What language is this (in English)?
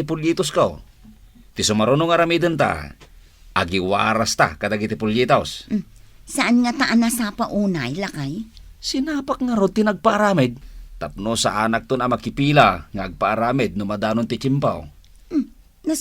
Iloko